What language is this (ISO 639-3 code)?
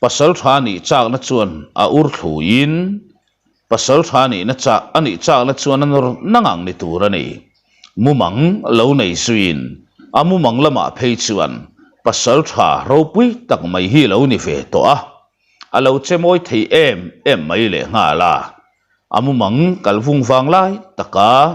lus